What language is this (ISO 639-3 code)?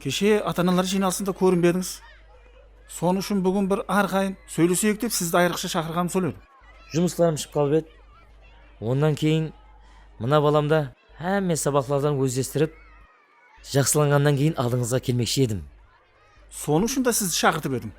kaa